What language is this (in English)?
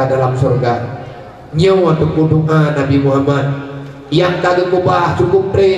Achinese